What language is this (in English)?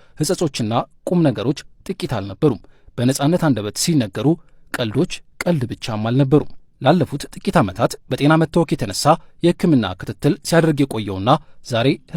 Amharic